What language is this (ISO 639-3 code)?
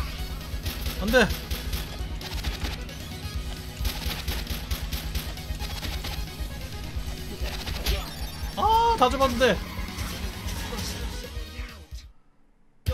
kor